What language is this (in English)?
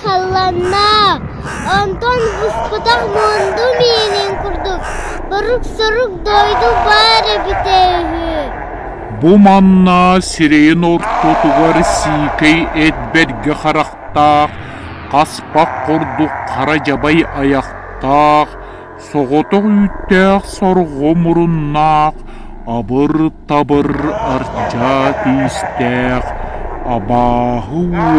Yakut